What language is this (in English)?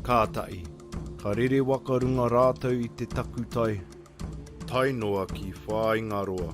Māori